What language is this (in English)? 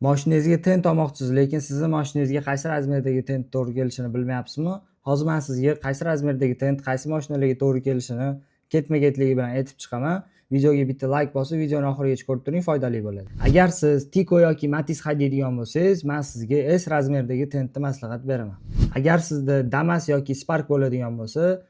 Uzbek